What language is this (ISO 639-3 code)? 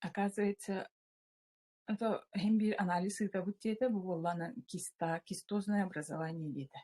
sah